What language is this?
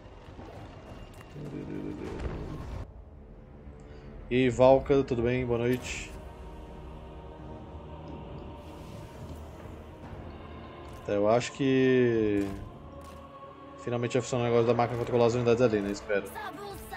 Portuguese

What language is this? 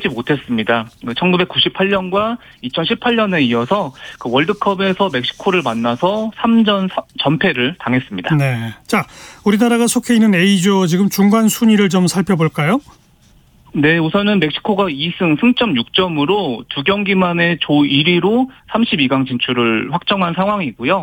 Korean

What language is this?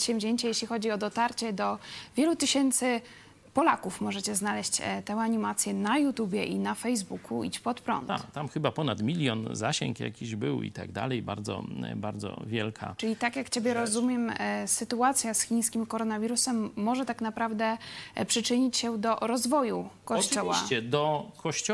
Polish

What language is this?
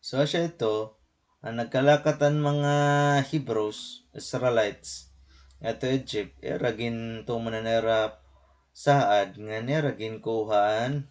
Waray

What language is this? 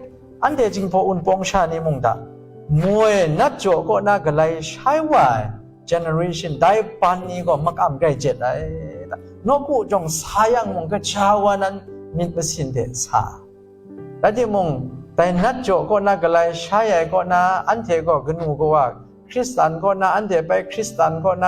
Kachin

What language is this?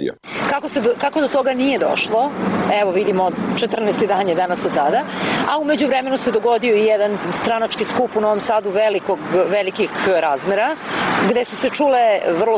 Serbian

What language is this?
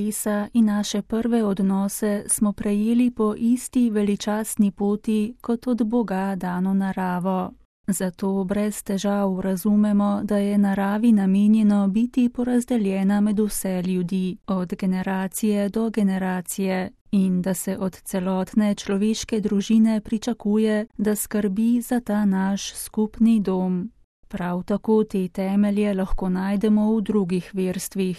Slovenian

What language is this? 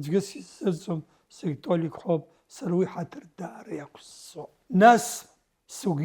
Abkhazian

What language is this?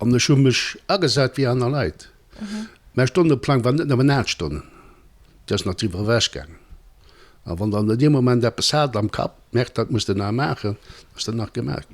Luxembourgish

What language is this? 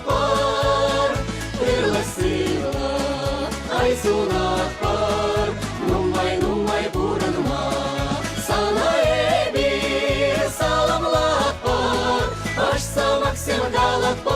Chuvash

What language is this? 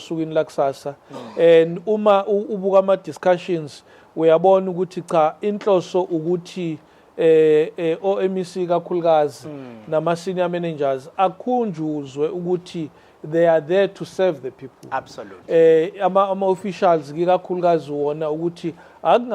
Zulu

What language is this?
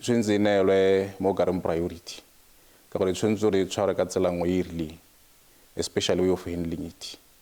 Tswana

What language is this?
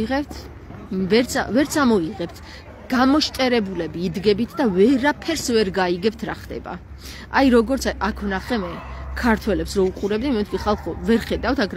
Georgian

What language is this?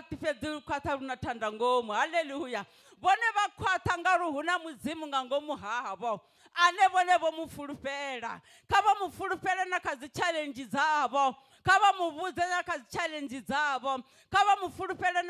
Venda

